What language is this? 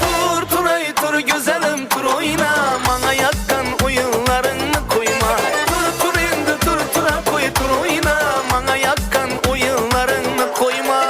Kara-Kalpak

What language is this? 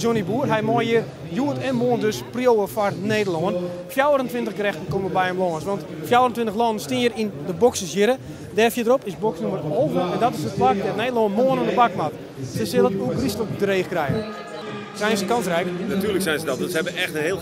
Western Frisian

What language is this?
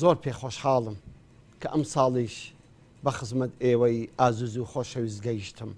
Central Kurdish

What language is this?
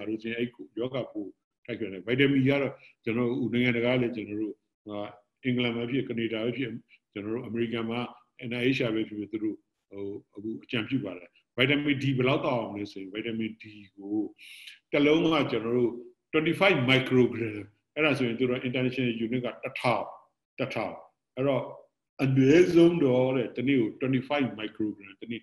Burmese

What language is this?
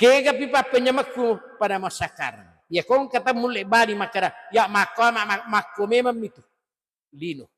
Buginese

